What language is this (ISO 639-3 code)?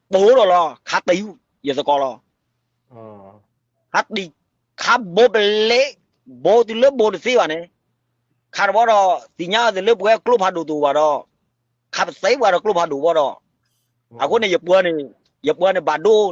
ksw